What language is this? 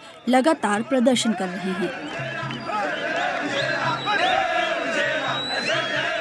Hindi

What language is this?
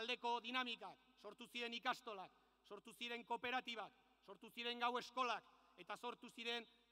Basque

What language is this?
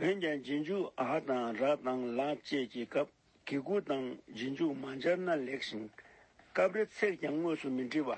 Tibetan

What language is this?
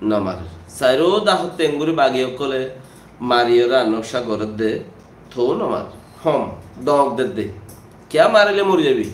Rohingya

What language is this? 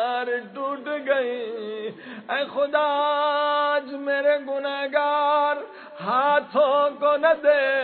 Urdu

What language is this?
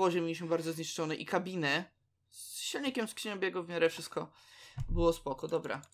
Polish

